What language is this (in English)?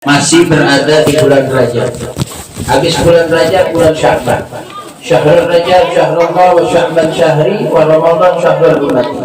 Betawi